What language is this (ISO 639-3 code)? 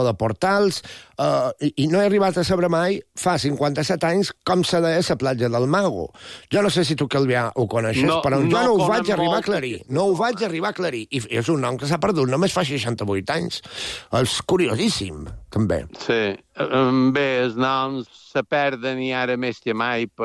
cat